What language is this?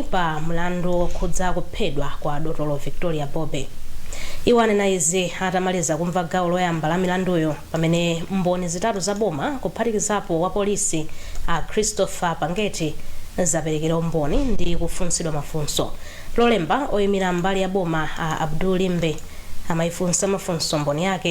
Nyanja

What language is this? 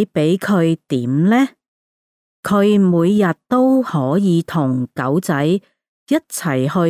Cantonese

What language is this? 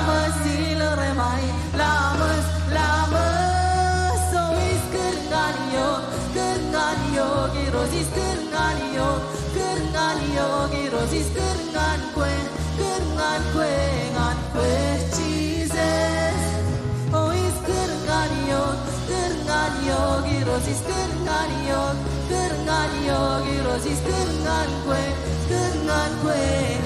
Marshallese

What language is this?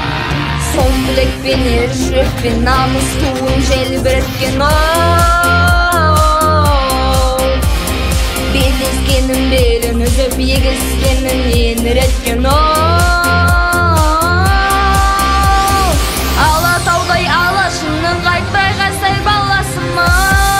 Kazakh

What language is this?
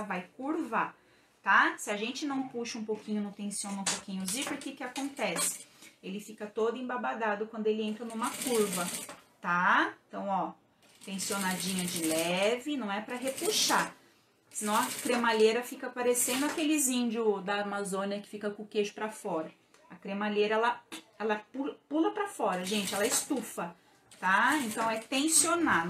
Portuguese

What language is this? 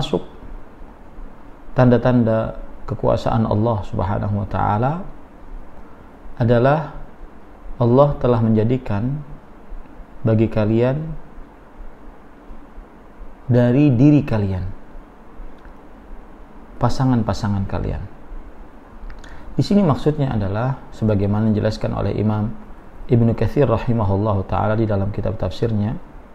Indonesian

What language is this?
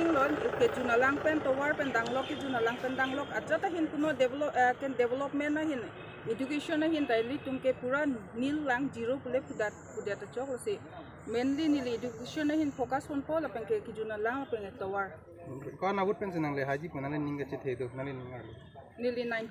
Karbi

